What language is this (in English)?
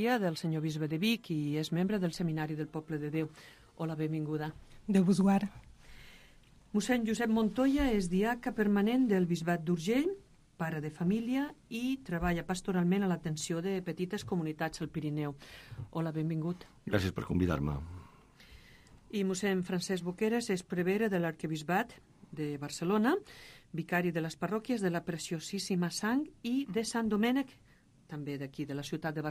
Catalan